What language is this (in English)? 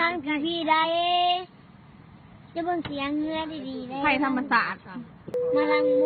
Lao